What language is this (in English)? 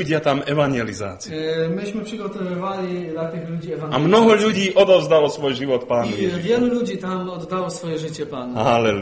Slovak